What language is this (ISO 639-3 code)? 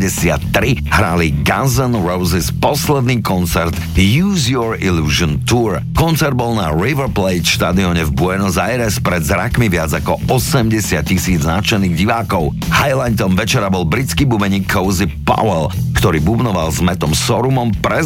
slk